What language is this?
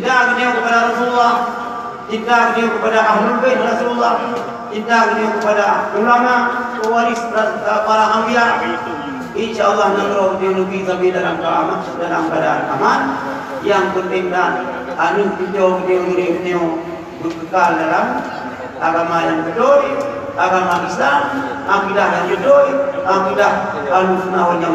Achinese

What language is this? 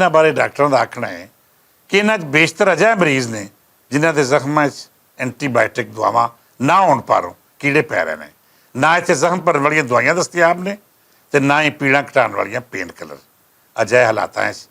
Western Panjabi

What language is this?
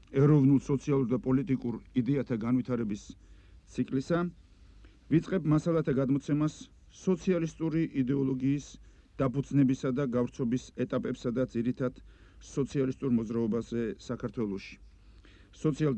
Georgian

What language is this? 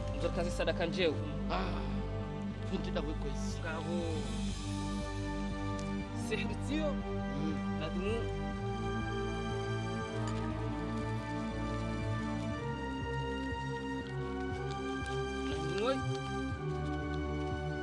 Swahili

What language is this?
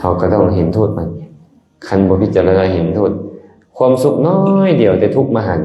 Lao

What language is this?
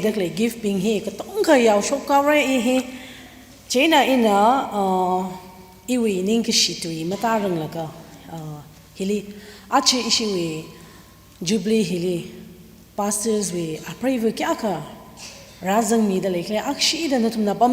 Tangkhul Naga (India)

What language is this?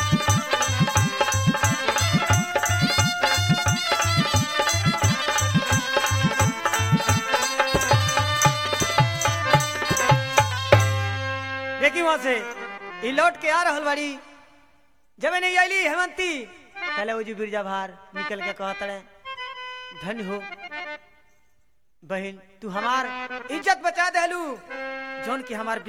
Bhojpuri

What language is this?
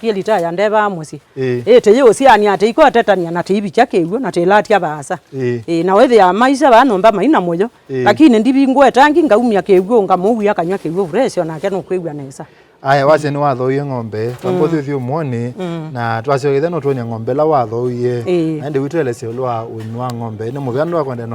Kamba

